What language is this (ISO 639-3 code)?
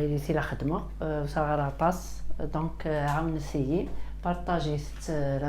kab